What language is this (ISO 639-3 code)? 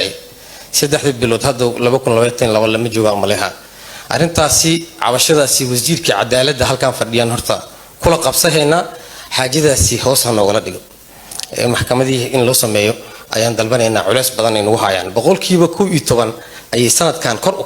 som